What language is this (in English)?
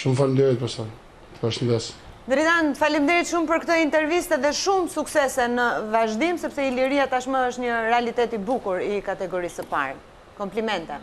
Albanian